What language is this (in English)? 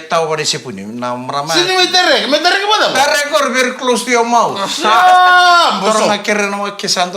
Fijian